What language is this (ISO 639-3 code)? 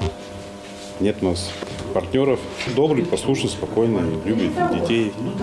rus